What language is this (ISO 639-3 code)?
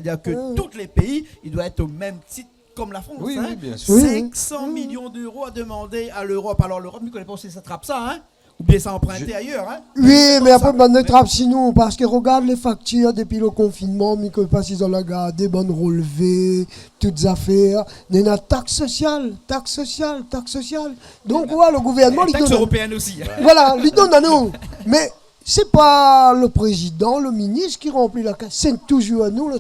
rcf